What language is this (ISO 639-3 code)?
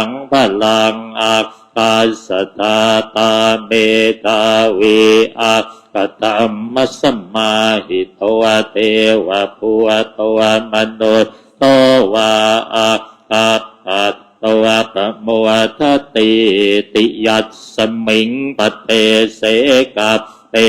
pli